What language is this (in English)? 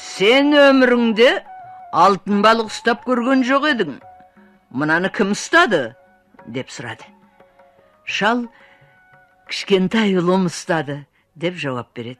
Kazakh